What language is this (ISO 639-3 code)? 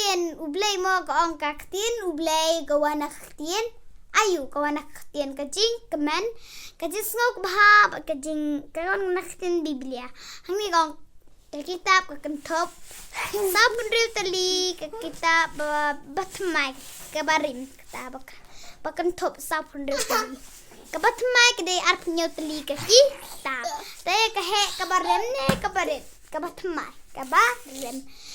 kha